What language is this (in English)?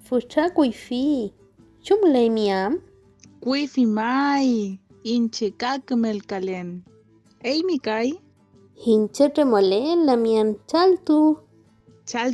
Mapuche